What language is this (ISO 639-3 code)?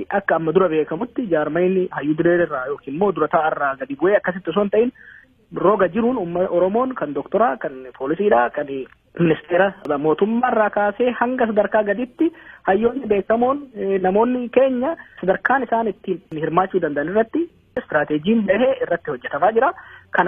orm